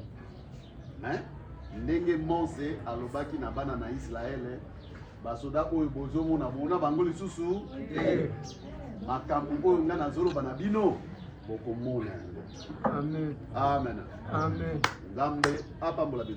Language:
Lingala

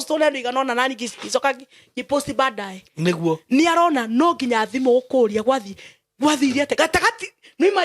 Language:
Kikuyu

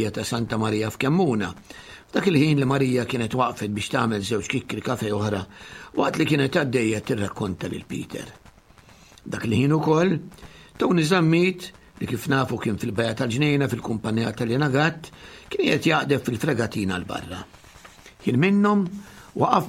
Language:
Maltese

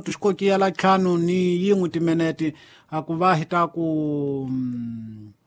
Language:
Tsonga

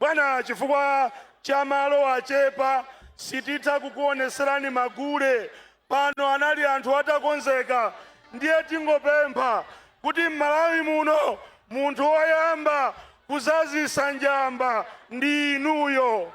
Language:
Nyanja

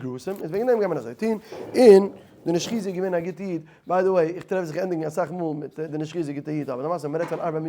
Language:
Yiddish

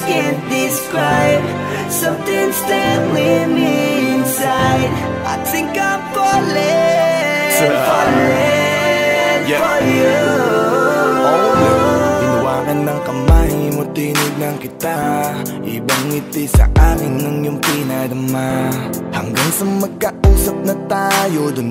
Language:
Filipino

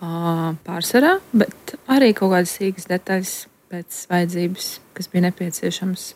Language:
Latvian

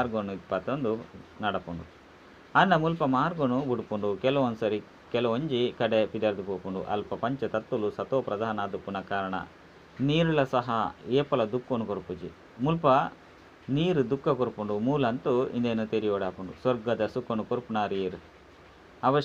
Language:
Tulu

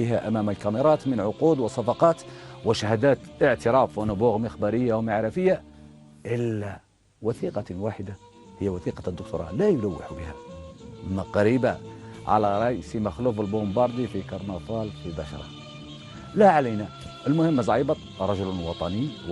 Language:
Algerian Arabic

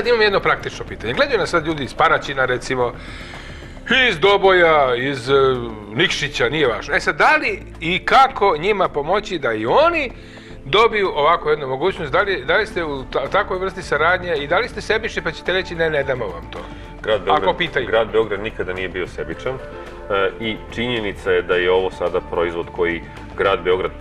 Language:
Serbian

